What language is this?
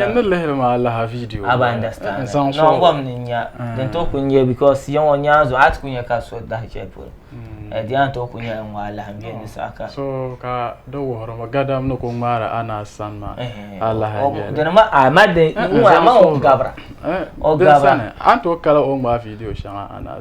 Dagbani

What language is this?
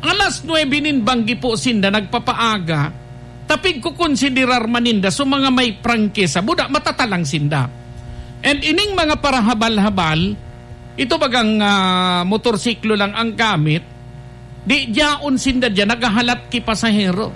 Bikol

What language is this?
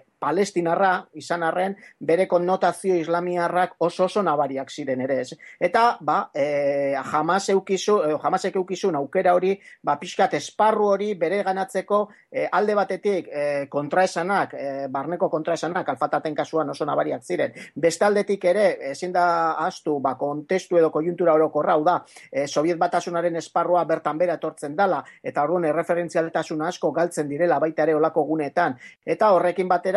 Basque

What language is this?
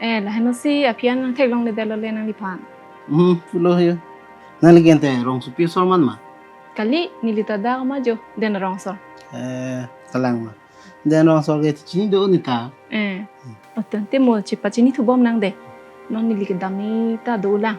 Karbi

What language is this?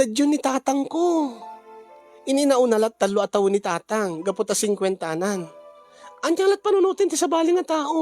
Iloko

